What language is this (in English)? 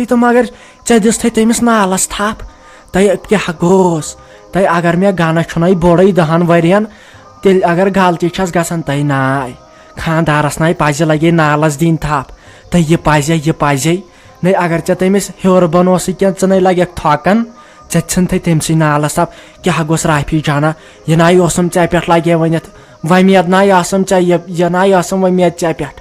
Kashmiri